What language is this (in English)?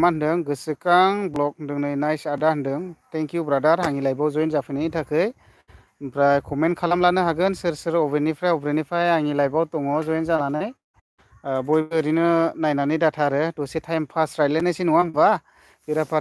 Bodo